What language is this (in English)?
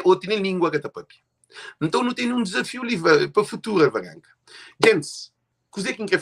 Kabuverdianu